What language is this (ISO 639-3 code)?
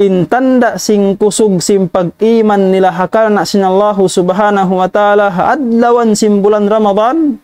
tsg